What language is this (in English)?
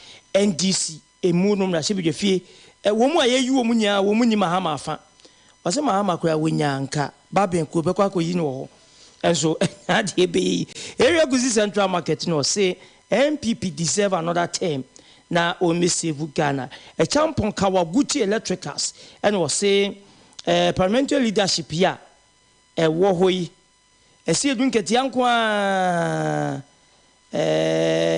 Akan